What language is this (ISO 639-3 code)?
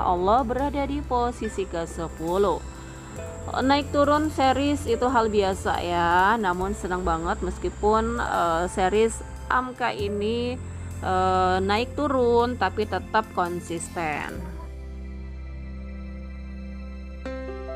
ind